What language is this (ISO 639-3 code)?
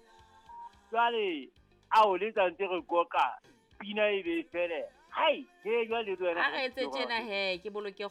sot